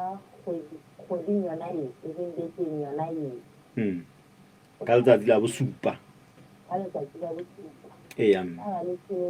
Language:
Southern Sotho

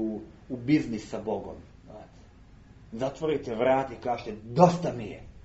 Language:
Serbian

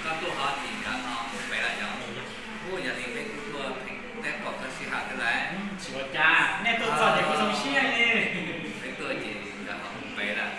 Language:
Hmong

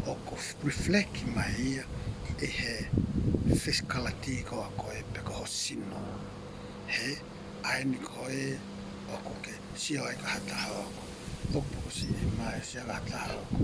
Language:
Tongan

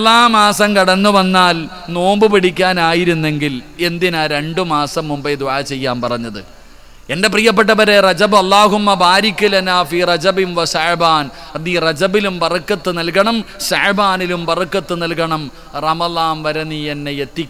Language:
Malayalam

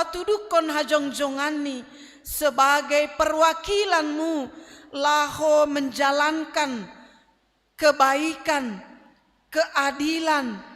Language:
Batak Simalungun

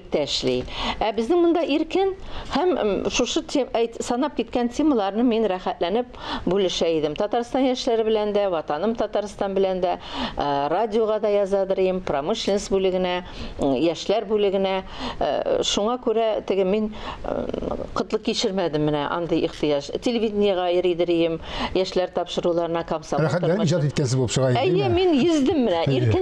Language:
Tatar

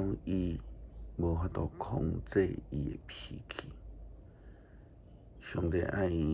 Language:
Min Nan Chinese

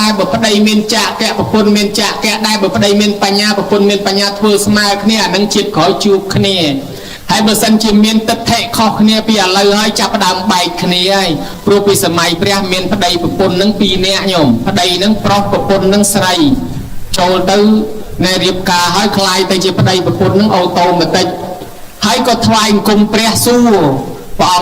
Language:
Khmer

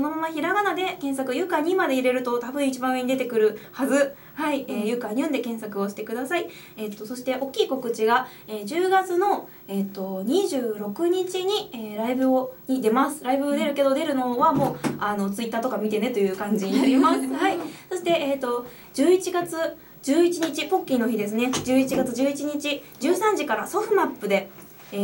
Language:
Japanese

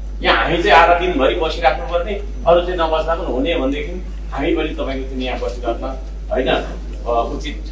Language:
Nepali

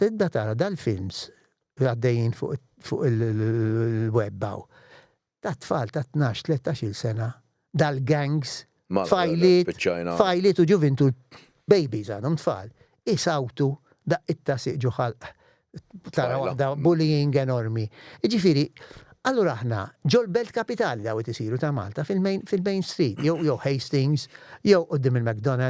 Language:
Maltese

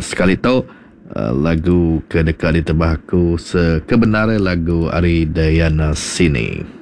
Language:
Iban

